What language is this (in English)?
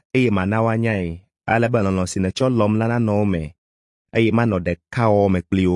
Ewe